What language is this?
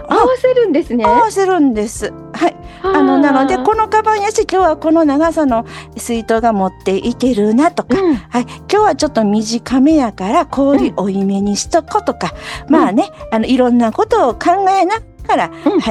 Japanese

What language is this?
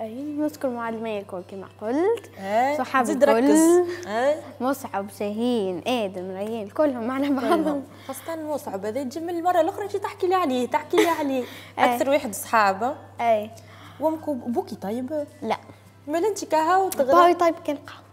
Tunisian Arabic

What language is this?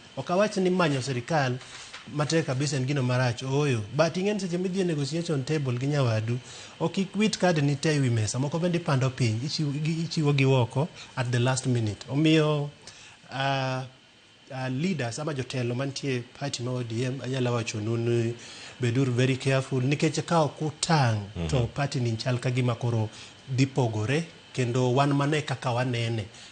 Luo (Kenya and Tanzania)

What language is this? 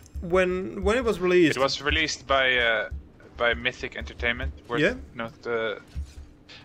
English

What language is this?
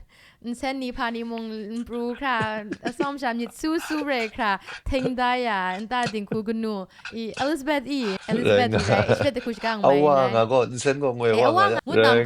Kachin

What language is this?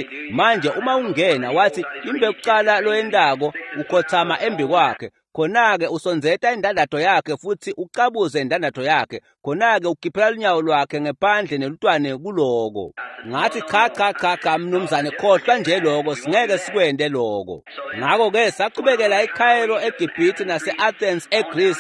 Swati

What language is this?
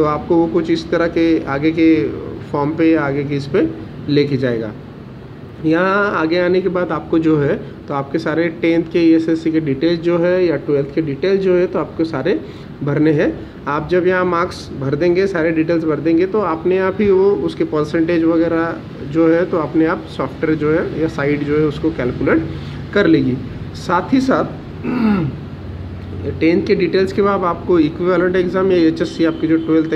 Hindi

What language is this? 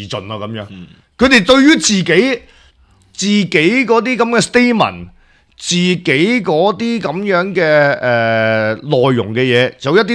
Cantonese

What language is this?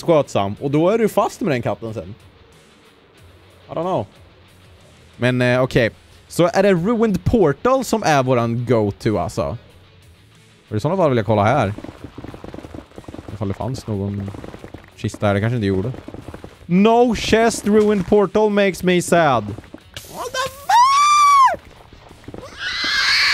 Swedish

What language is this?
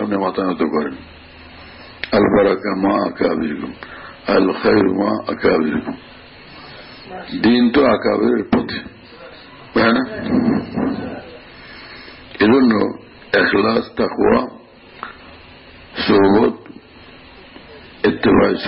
Bangla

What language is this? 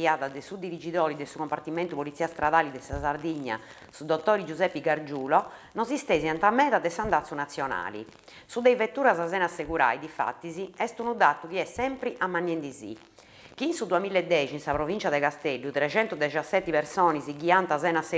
Sardinian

